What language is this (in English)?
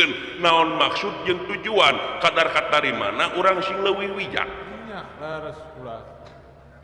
Sundanese